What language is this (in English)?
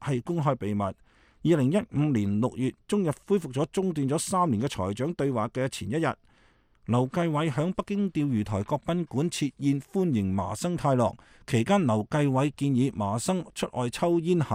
Cantonese